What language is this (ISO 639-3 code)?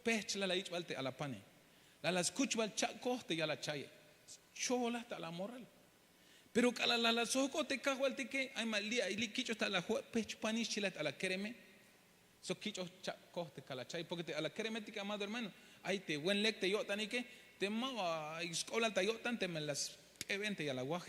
tzh